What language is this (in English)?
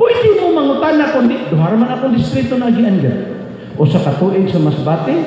Cebuano